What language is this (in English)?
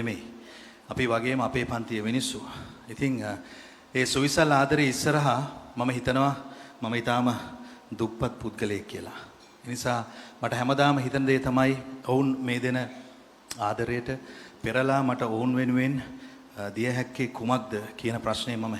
Sinhala